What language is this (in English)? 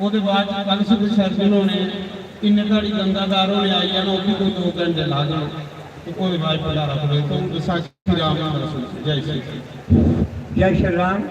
Dogri